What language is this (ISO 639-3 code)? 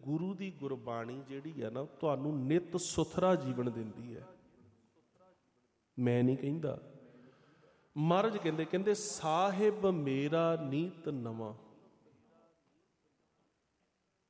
pan